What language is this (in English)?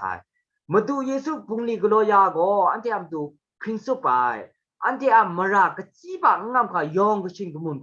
Kachin